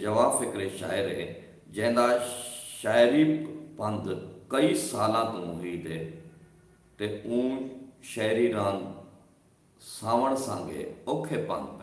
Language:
Saraiki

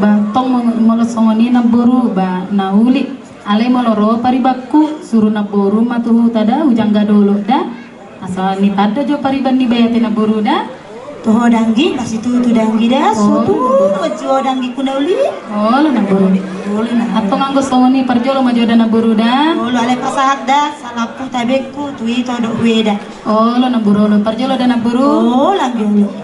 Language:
Batak Toba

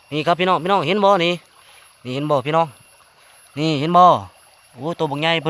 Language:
Northeastern Thai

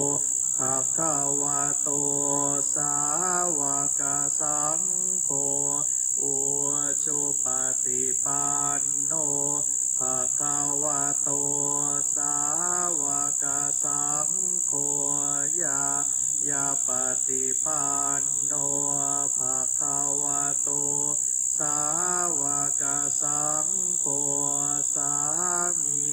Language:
Pali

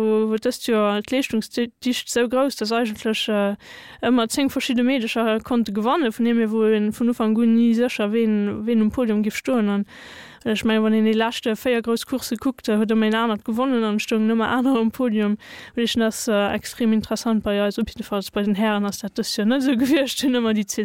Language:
Luxembourgish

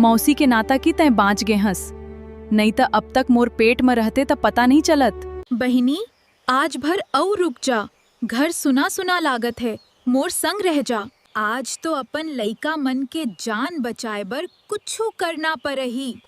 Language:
Chhattisgarhi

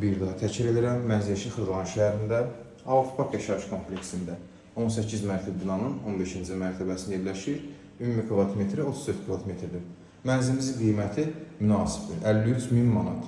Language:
Azerbaijani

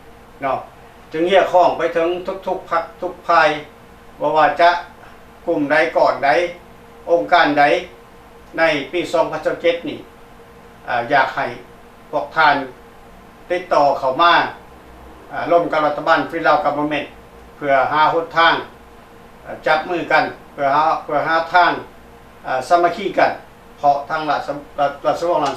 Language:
Lao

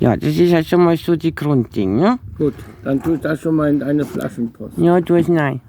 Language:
Bavarian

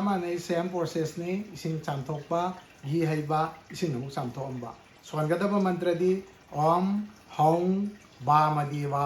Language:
Manipuri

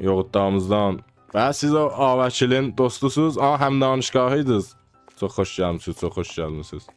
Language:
South Azerbaijani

